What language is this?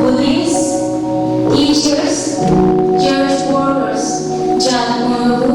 Phom Naga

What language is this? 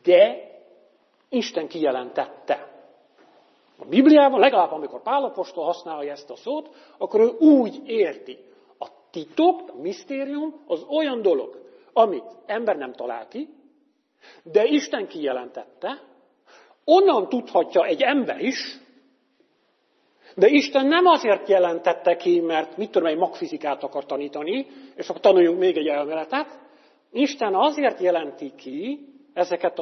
Hungarian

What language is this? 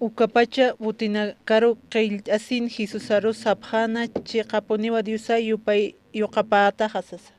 Aymara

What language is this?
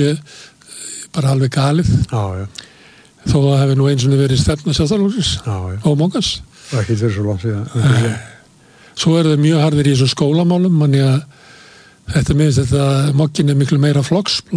Icelandic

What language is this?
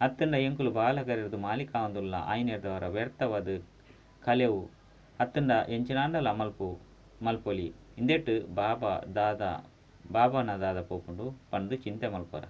Tulu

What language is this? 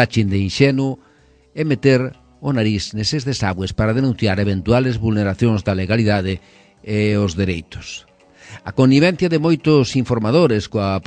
Galician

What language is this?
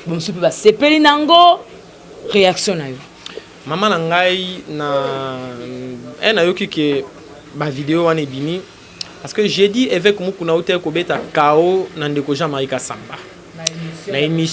Lingala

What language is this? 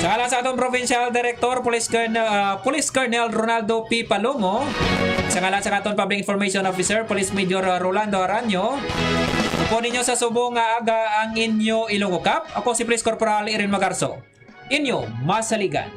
Hiligaynon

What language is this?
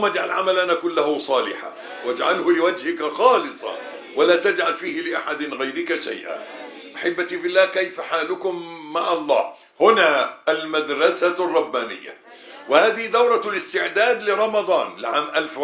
Arabic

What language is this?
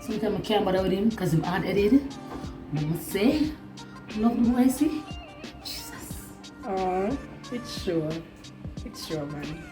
Jamaican Creole English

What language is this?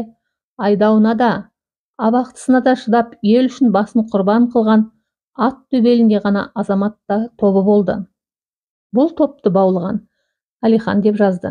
Kazakh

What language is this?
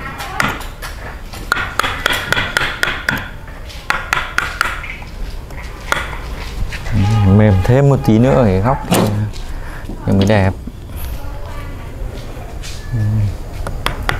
Vietnamese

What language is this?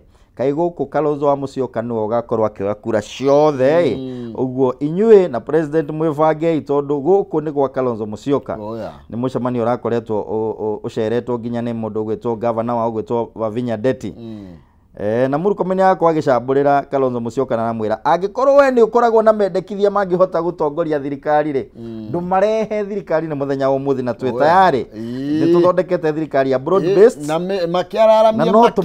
Kikuyu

